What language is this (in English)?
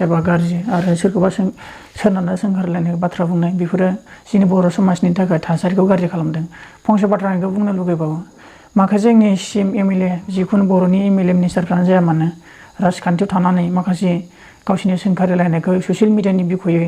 Bodo